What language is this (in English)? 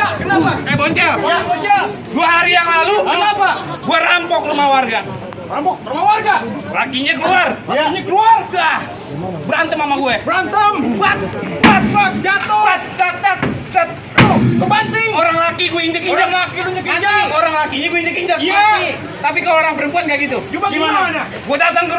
Betawi